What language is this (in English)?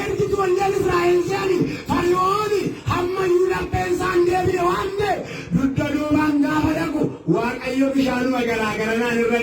Oromo